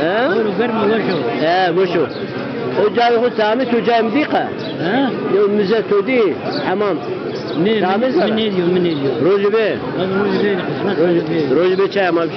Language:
Zaza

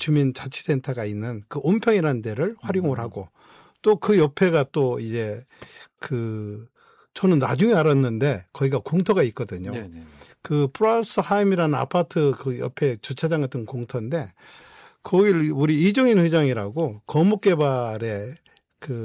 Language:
Korean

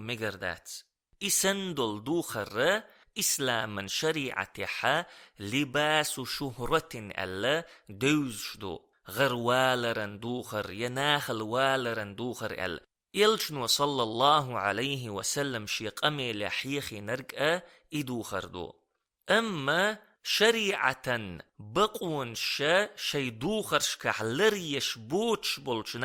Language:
Chechen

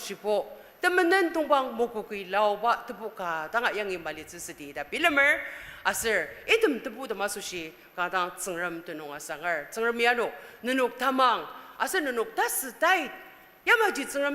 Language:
Ao Naga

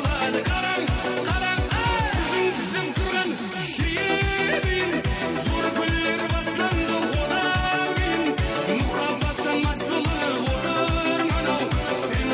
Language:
Kara-Kalpak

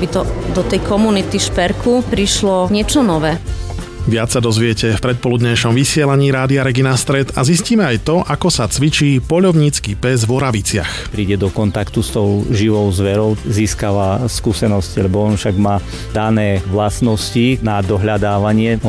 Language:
Slovak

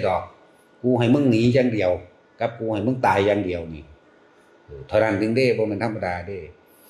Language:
Northeastern Thai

